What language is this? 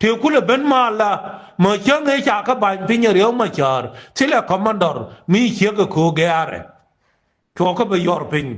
Nuer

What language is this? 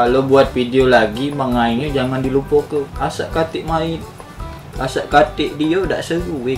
Musi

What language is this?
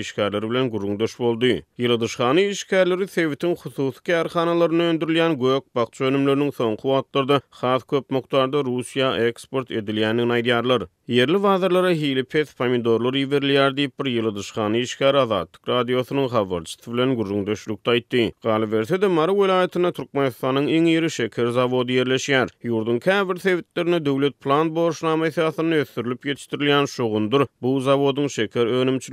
Turkmen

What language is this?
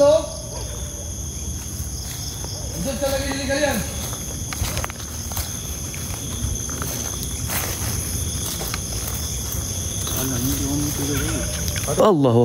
Malay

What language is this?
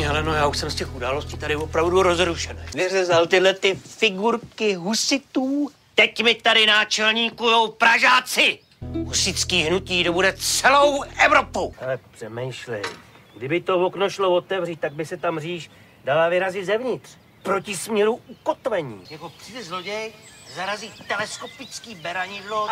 Czech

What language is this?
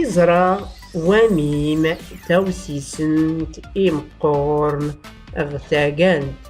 Tachelhit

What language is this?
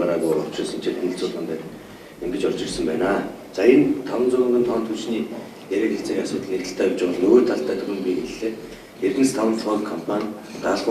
Mongolian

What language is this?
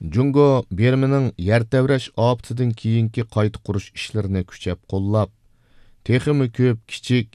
Uyghur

